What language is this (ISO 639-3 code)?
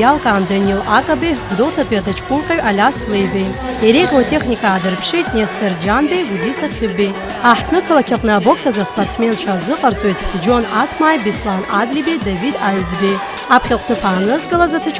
abk